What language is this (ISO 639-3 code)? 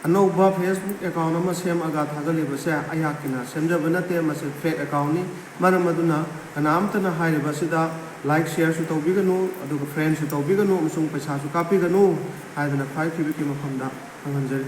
mni